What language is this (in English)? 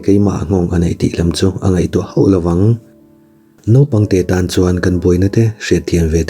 Mizo